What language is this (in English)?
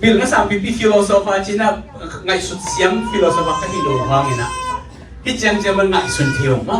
Tedim Chin